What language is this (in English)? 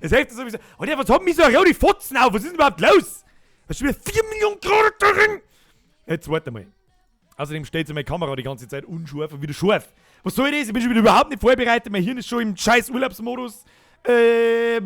Bavarian